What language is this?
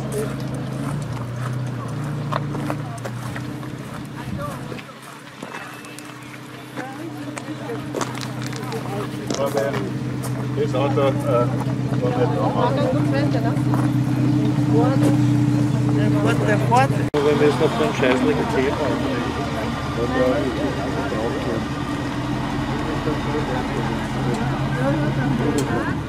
German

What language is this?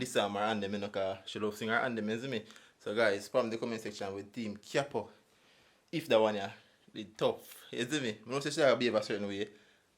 Jamaican Creole English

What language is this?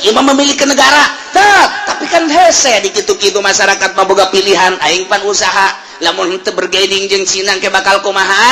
Sundanese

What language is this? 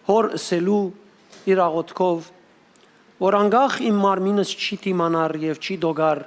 Western Armenian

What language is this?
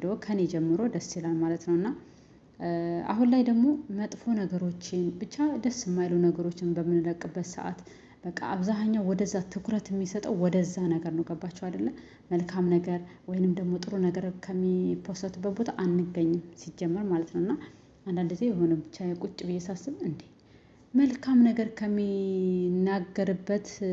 Amharic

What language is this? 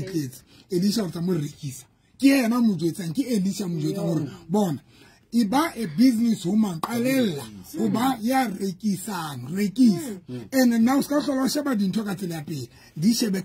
Southern Sotho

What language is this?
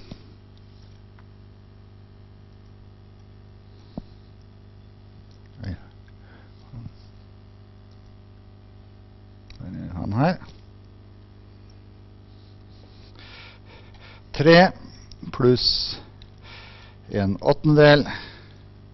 Norwegian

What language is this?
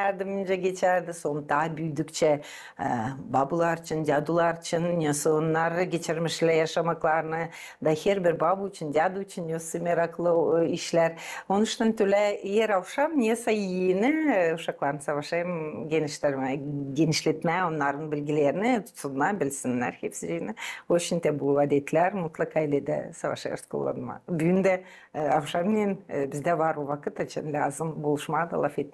Gagauz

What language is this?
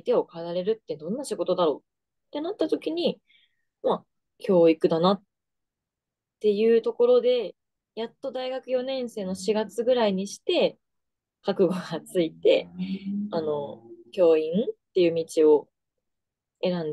Japanese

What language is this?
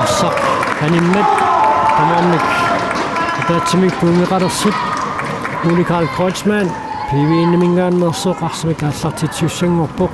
Kalaallisut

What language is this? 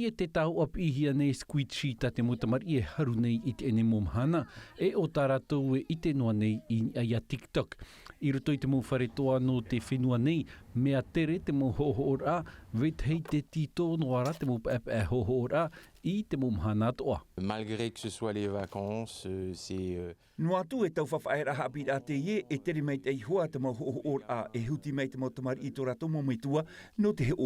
Tahitian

